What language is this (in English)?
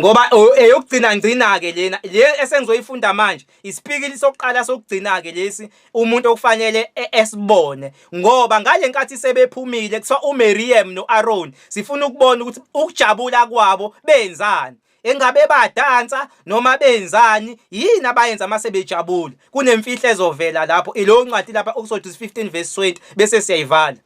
Zulu